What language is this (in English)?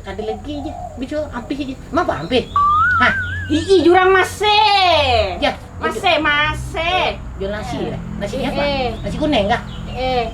Banjar